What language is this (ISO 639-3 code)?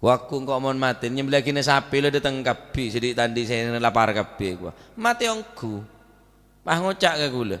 mad